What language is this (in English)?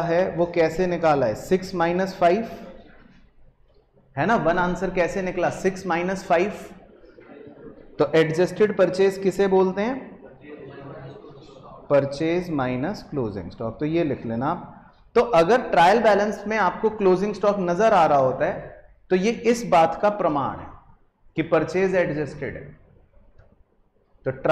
Hindi